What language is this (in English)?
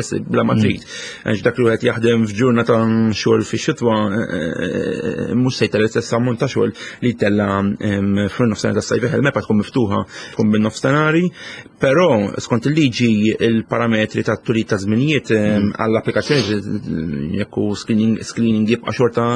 Maltese